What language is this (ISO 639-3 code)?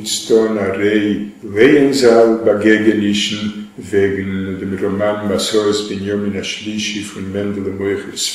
yid